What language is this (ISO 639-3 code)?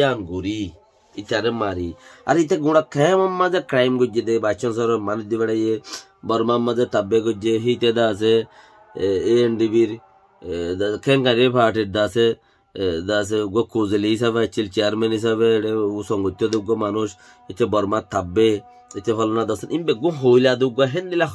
rhg